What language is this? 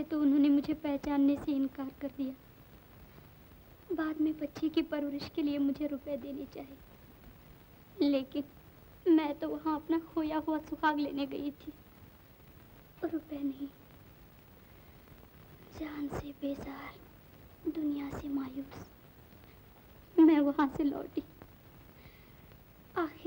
Hindi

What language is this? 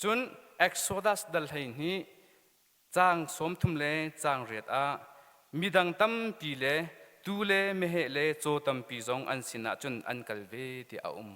Hakha Chin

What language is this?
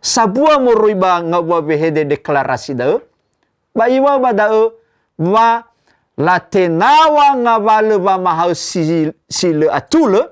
Nias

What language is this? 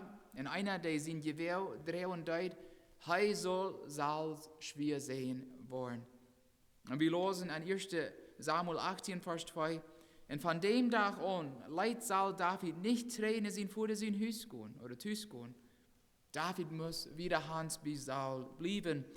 Plautdietsch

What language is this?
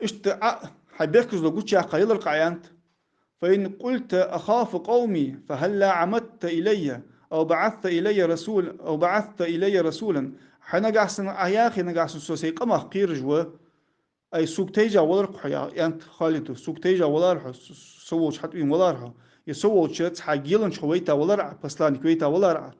Ingush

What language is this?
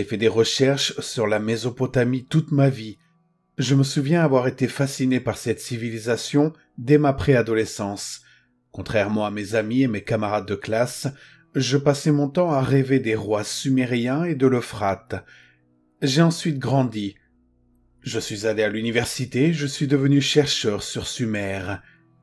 French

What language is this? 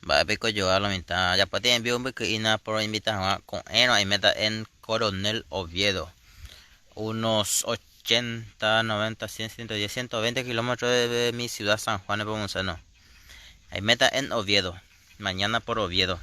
Guarani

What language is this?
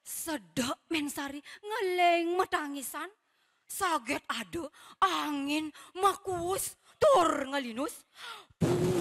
Balinese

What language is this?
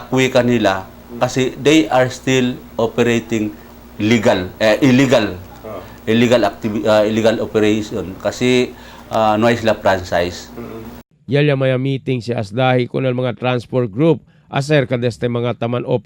Chavacano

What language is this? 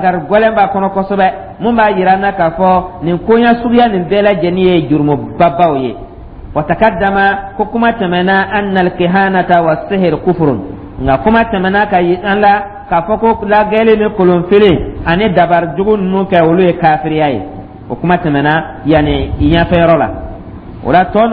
Dyula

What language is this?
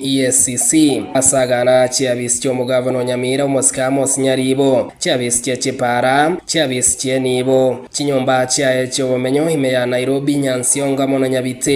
Gusii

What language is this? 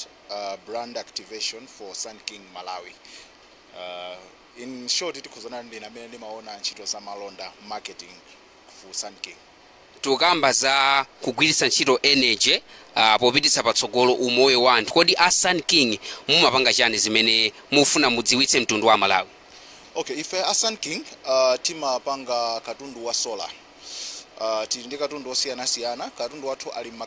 Nyanja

